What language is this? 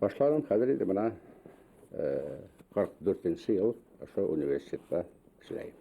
Bashkir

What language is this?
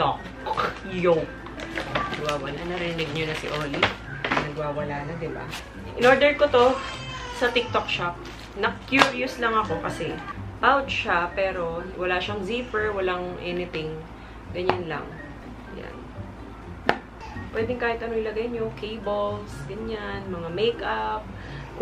Filipino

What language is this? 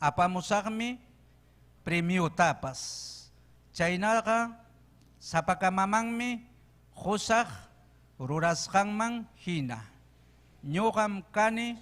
Ayacucho Quechua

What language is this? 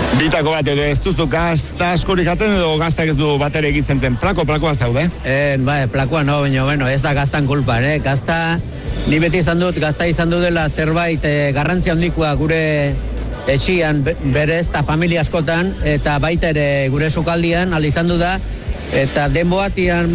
Basque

